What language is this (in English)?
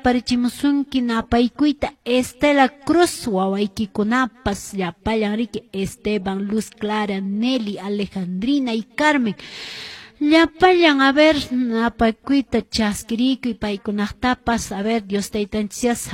Quechua